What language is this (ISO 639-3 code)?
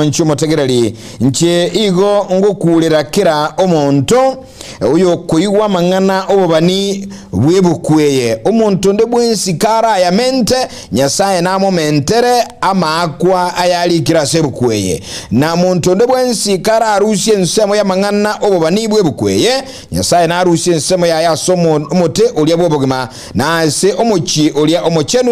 guz